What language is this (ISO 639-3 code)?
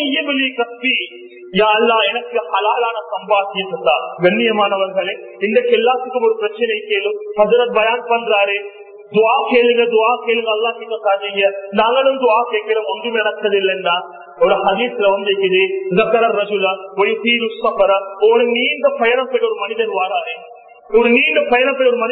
tam